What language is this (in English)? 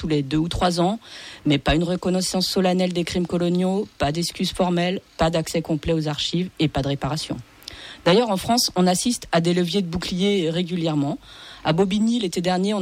French